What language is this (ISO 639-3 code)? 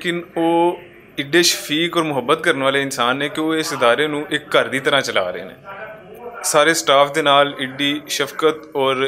lah